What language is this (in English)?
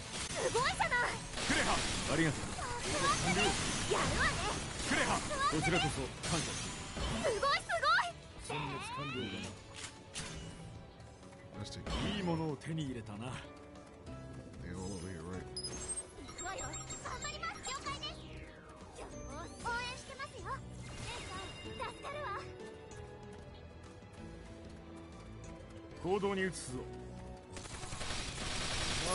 Japanese